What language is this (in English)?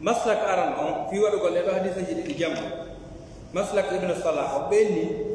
Fula